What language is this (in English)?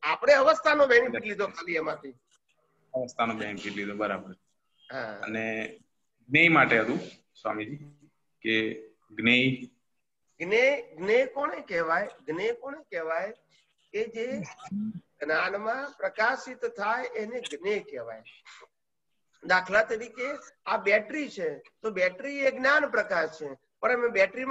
Gujarati